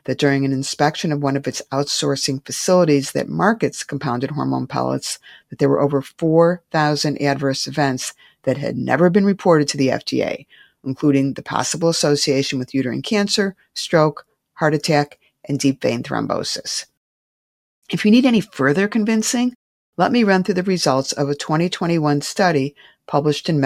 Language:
English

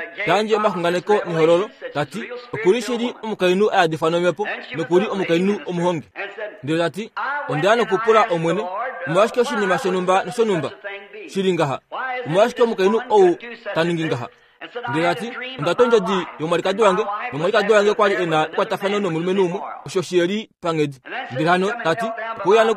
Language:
Kuanyama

